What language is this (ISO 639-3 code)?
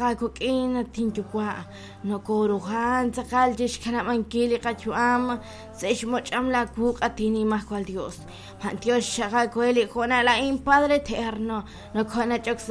kek